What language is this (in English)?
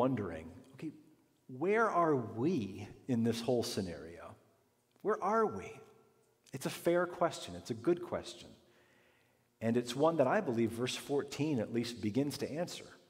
English